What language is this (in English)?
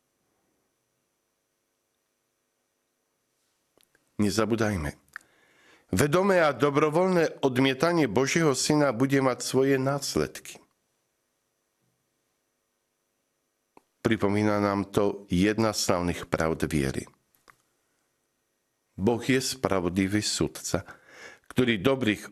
Slovak